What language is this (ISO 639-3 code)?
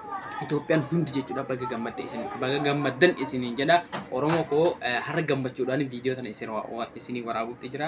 orm